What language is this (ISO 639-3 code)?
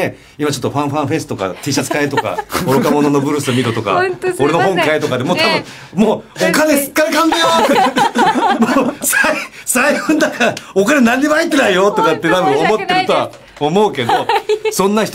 jpn